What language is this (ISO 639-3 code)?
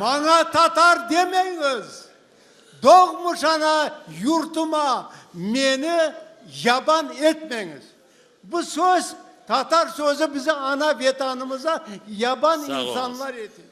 crh